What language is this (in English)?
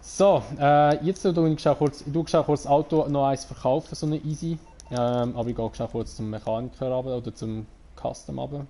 Swiss German